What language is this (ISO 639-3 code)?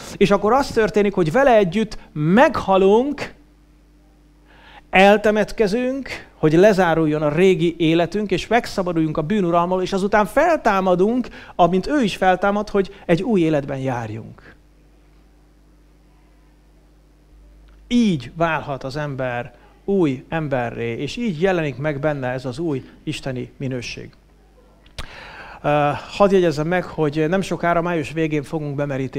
hun